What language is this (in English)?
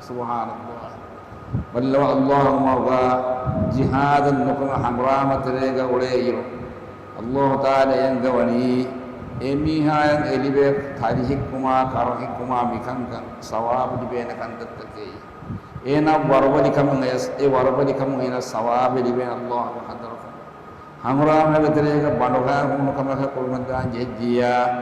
Divehi